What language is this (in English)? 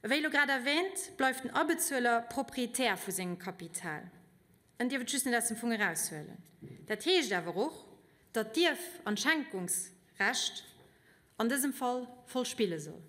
Luxembourgish